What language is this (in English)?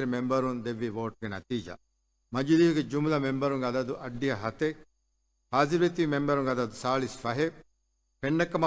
Divehi